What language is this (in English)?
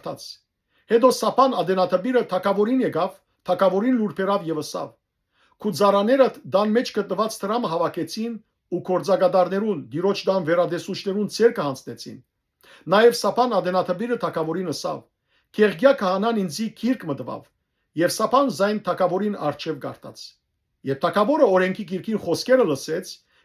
Western Armenian